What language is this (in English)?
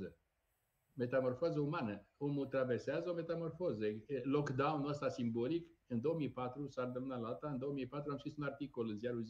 Romanian